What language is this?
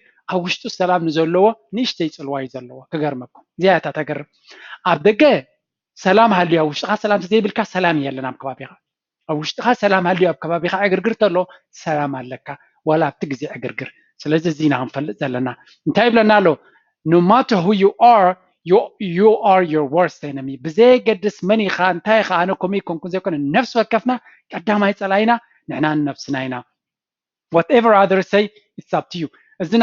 Tigrinya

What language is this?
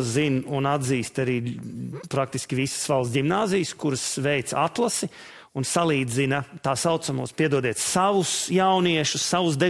Latvian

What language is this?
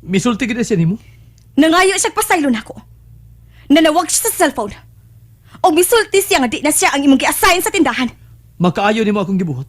Cebuano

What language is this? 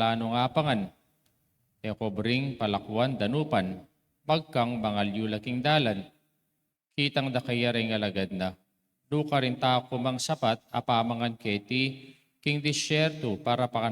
Pampanga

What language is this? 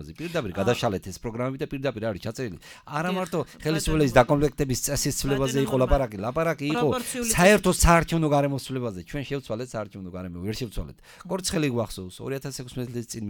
Georgian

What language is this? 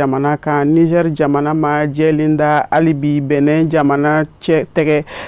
Bambara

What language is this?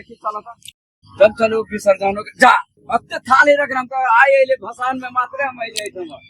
Maithili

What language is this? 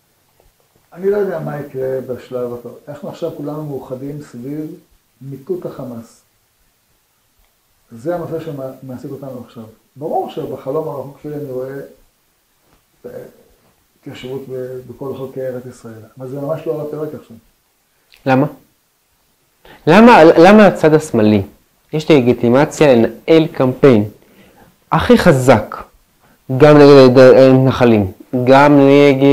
Hebrew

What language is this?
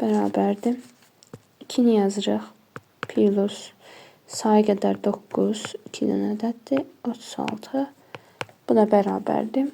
Azerbaijani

